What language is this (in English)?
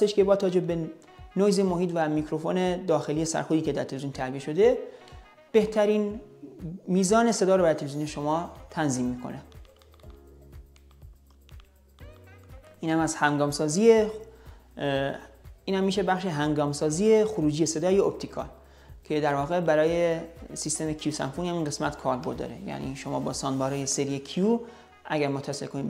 Persian